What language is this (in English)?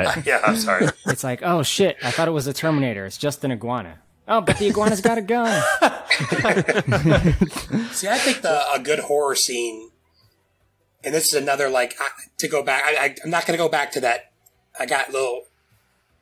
English